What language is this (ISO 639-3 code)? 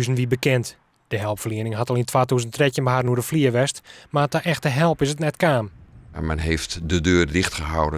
fry